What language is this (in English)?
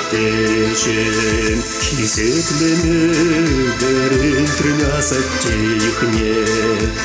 Chuvash